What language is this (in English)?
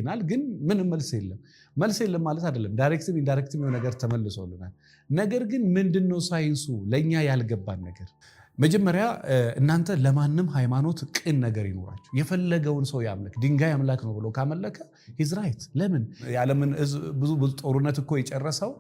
Amharic